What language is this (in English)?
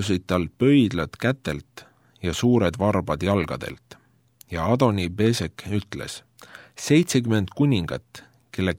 Estonian